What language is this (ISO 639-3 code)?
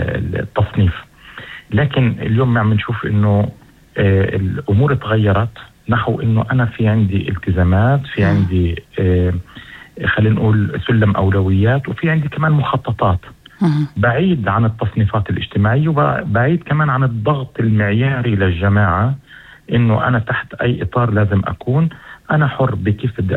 apc